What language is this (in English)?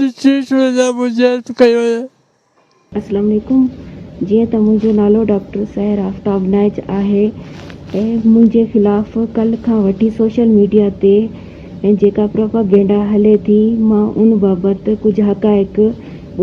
Sindhi